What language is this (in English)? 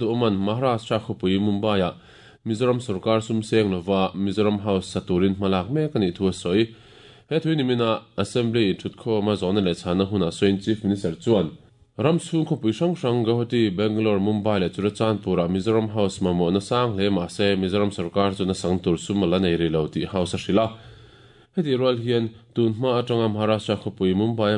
Mizo